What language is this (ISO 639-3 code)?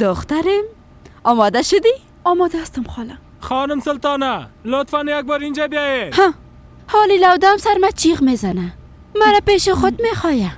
fas